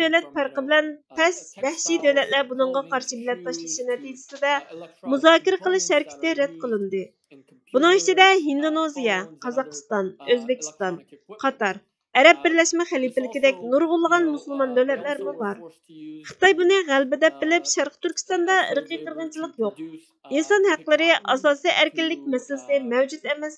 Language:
Uyghur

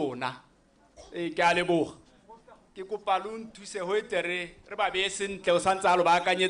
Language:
Tswana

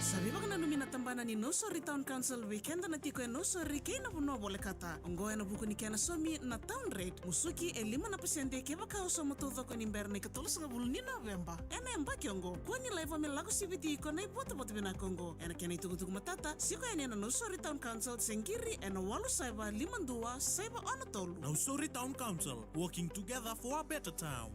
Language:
Fijian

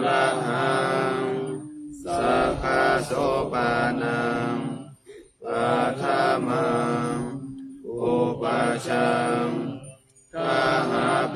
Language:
Pali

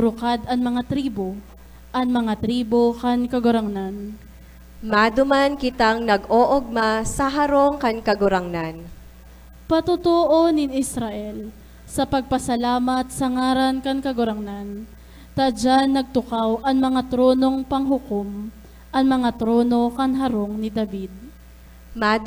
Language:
Bikol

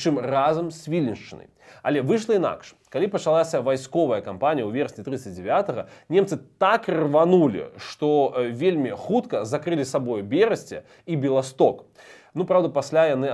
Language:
Belarusian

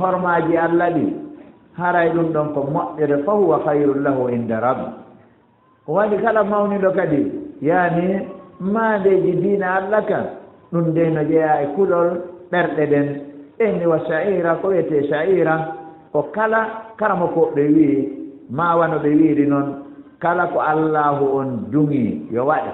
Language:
Fula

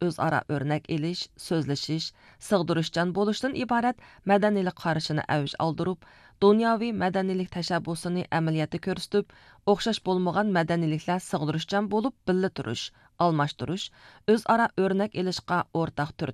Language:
Uyghur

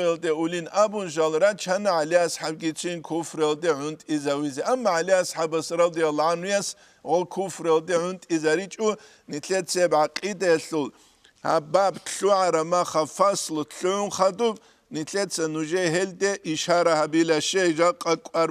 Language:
Avaric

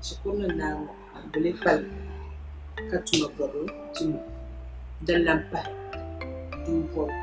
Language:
Dagbani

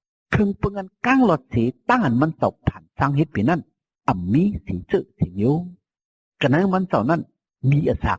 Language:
Shan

